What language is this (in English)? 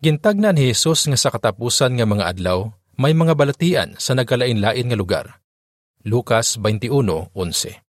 Hiligaynon